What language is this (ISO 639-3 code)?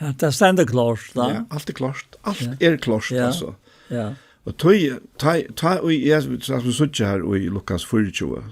fao